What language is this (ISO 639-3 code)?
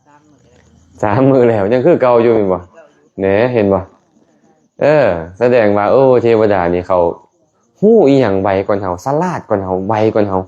lao